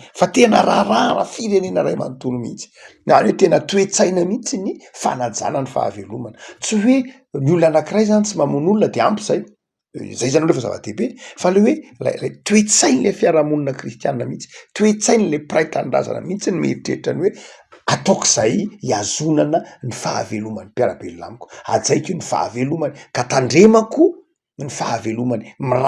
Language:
Malagasy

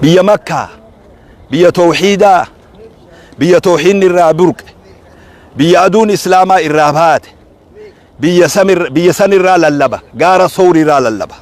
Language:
Oromo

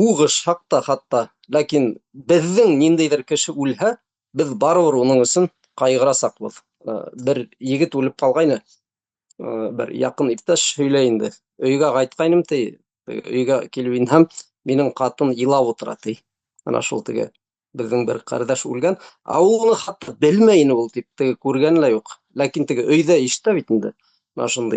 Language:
Bashkir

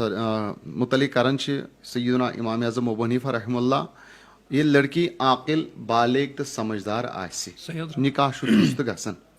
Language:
Kashmiri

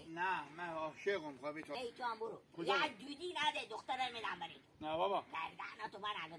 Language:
Hazaragi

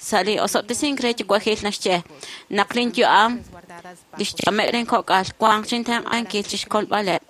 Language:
Kekchí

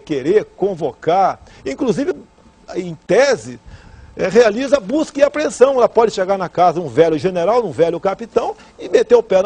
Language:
Portuguese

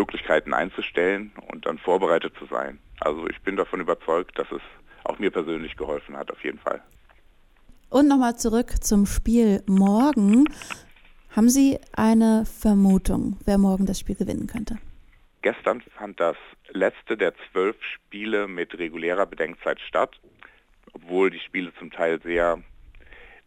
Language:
German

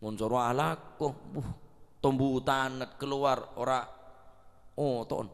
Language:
Madurese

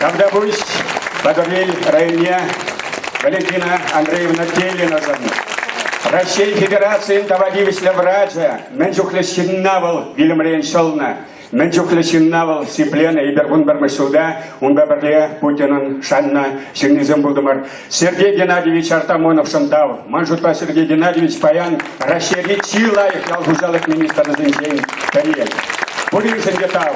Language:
Chuvash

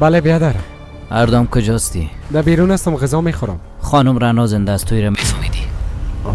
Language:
Persian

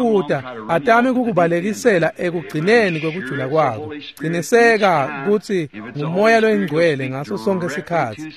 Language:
Swati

